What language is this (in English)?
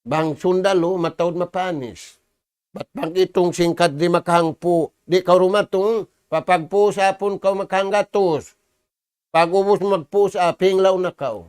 Tausug